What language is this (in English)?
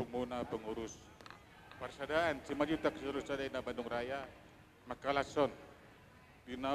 Batak Toba